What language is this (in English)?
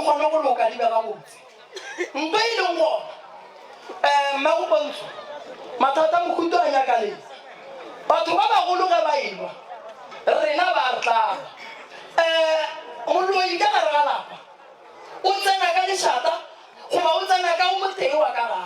Northern Sotho